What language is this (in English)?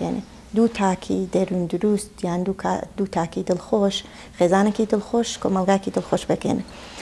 Central Kurdish